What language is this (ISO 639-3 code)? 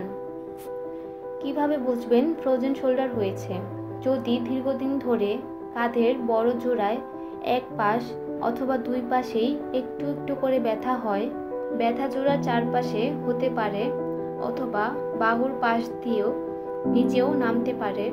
ben